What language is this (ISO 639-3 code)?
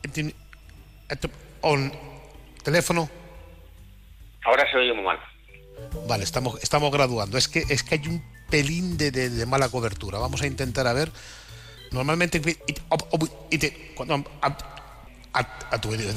spa